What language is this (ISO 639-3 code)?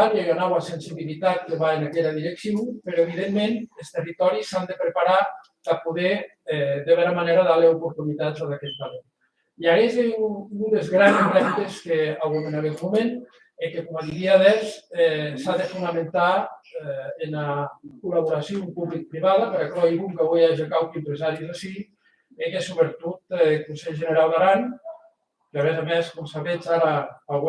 oci